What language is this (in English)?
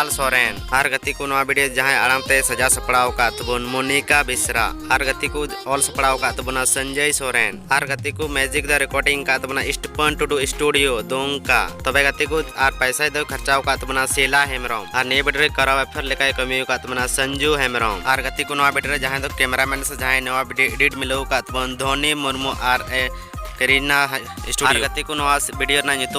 Santali